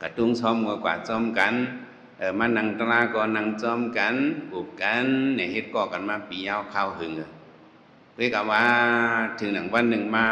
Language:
Shan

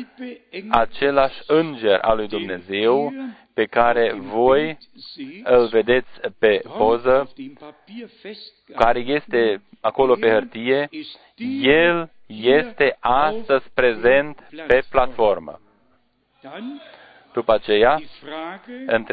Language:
Romanian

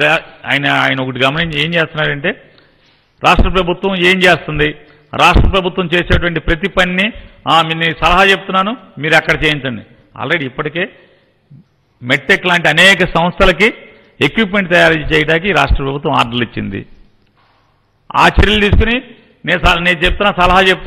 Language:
Telugu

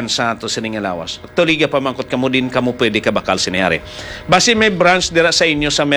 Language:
Hiligaynon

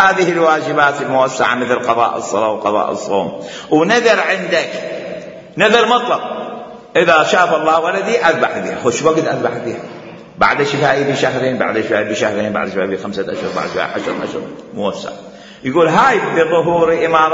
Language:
Mesopotamian Arabic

